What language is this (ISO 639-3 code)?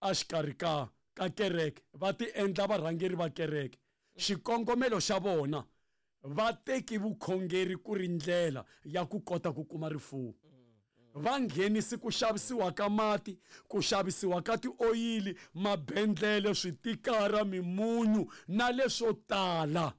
tso